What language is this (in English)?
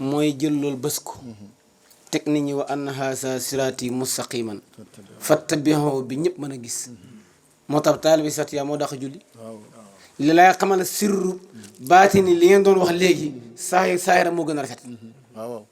Wolof